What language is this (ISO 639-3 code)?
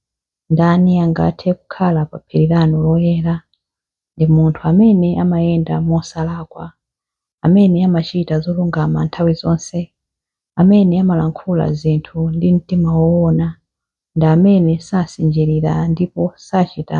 nya